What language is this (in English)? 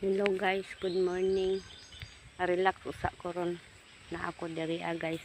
Cebuano